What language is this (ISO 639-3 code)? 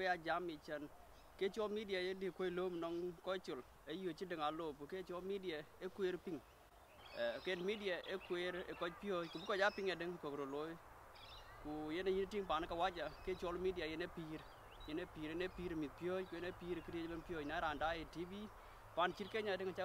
din